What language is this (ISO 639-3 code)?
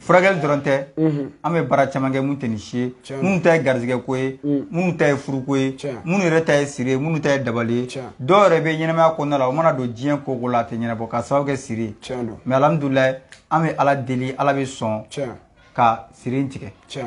bam